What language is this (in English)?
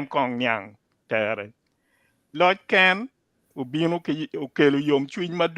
Acoli